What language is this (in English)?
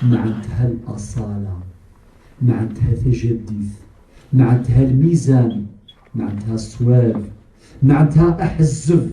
Kabyle